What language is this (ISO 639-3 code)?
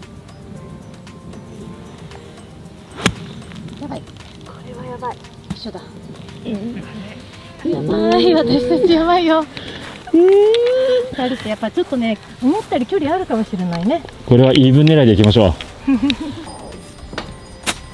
jpn